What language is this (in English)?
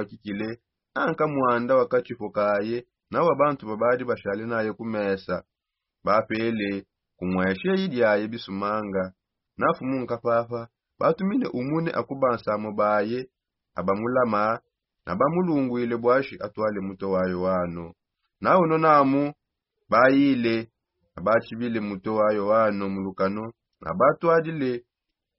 Songe